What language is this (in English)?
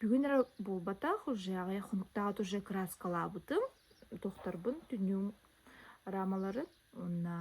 Yakut